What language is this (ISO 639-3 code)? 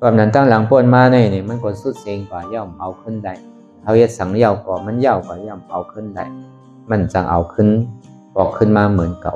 shn